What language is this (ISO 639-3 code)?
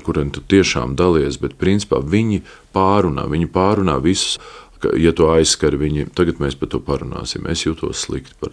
lav